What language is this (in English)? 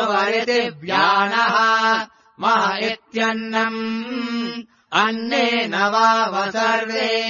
Sanskrit